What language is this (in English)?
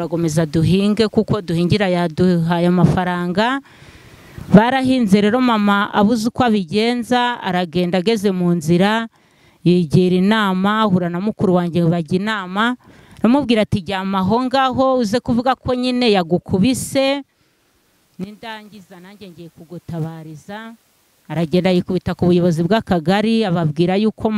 Kinyarwanda